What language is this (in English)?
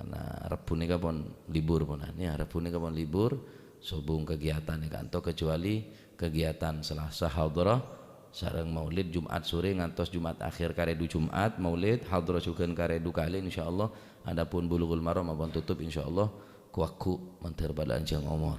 Madurese